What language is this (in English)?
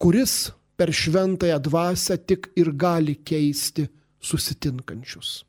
Lithuanian